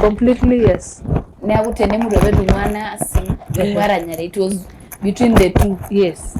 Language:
Masai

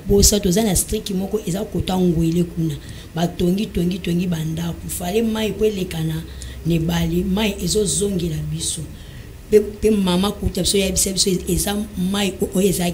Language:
Lingala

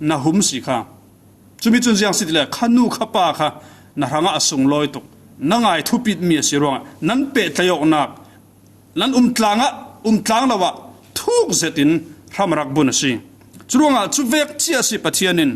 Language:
Falam Chin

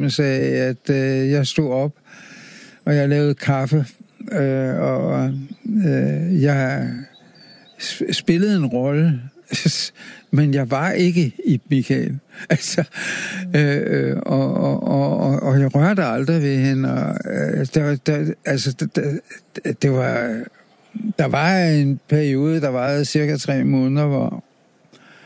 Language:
Danish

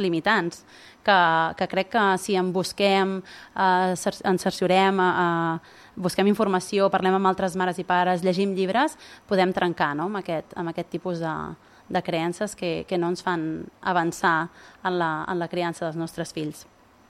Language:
Catalan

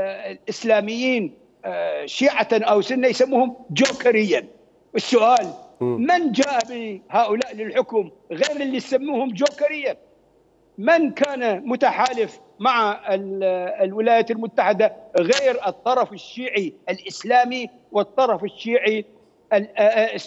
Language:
Mesopotamian Arabic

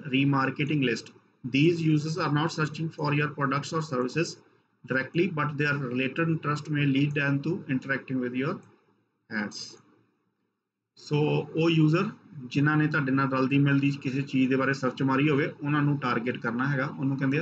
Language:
Punjabi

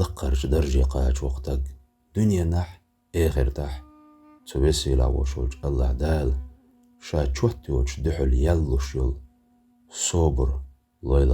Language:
Chechen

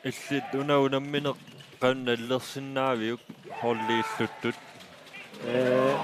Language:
Kalaallisut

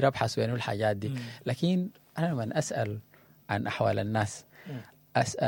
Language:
Sudanese Arabic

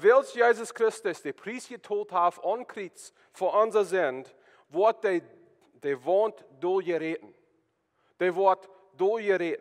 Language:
Plautdietsch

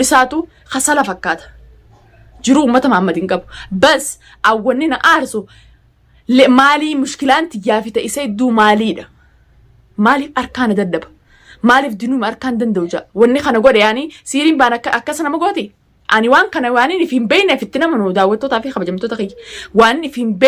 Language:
Oromo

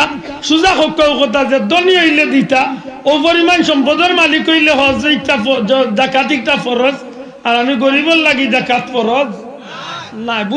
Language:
Sylheti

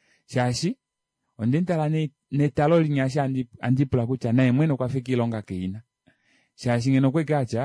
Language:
Kuanyama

